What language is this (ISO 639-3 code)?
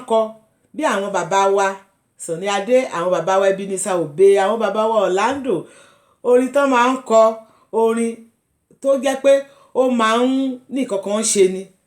yor